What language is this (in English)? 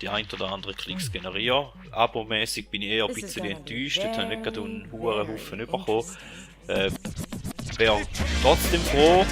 Swiss German